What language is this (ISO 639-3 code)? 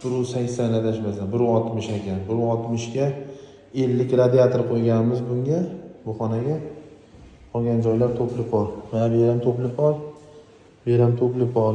uzb